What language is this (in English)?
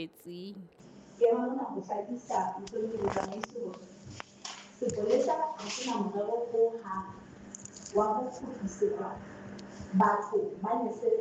Southern Sotho